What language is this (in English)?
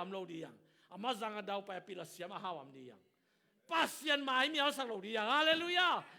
Tedim Chin